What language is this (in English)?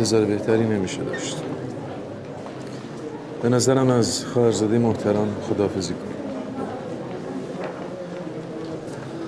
Persian